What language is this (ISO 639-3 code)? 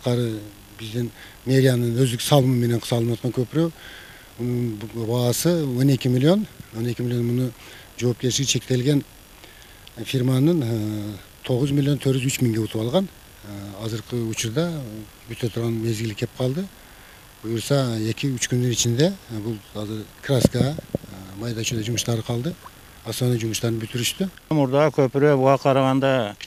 kir